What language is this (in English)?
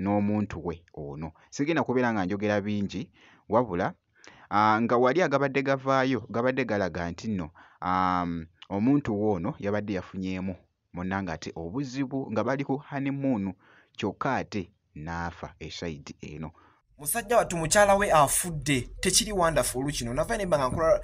Ganda